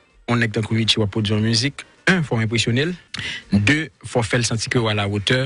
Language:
Haitian Creole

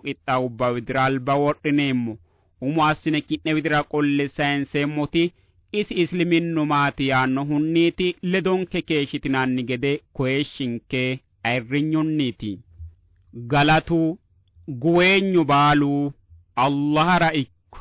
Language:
Sidamo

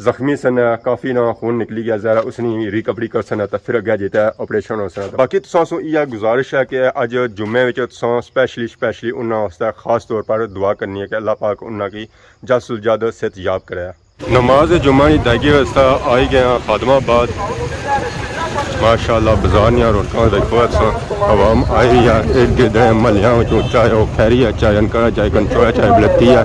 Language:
Pahari-Potwari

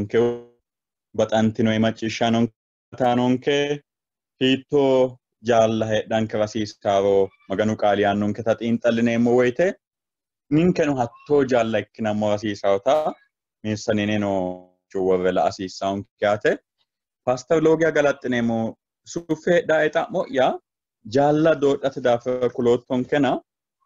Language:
Sidamo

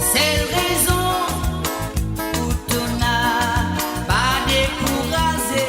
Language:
Morisyen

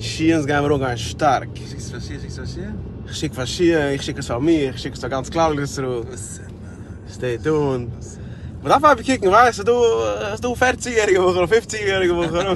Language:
Yiddish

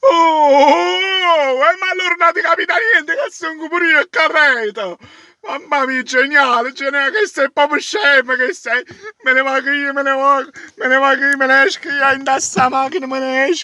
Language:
Neapolitan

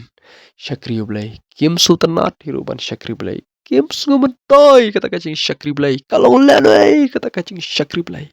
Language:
Khasi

